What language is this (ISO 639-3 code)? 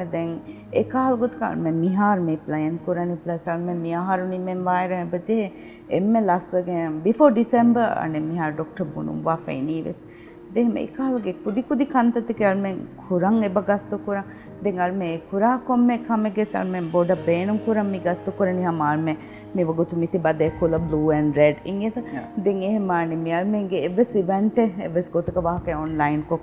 div